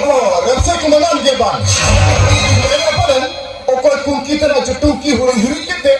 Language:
Santali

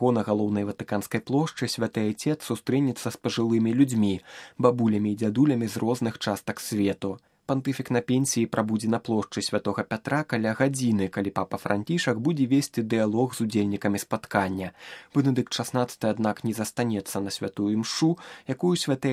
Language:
Belarusian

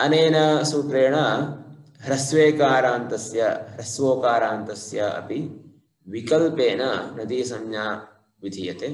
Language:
Sanskrit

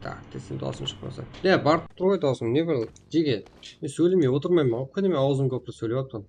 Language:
Kara-Kalpak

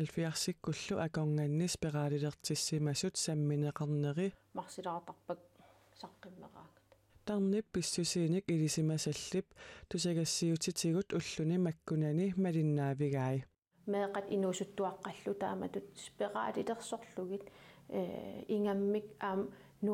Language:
Kalaallisut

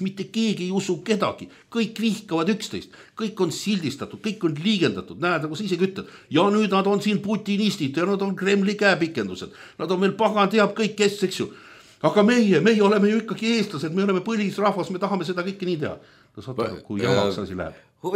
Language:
Estonian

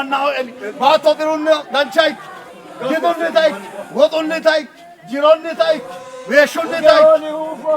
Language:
Sidamo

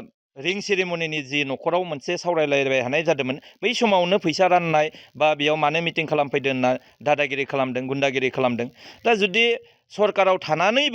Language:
Bodo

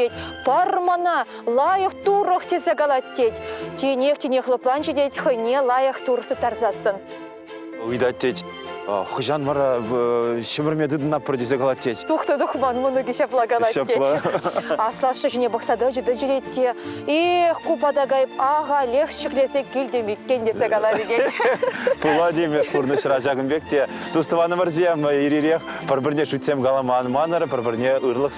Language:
Chuvash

